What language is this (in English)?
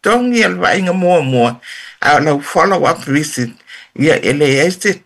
Samoan